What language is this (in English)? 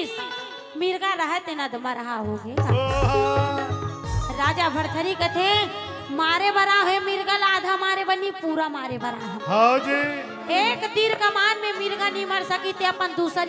Chhattisgarhi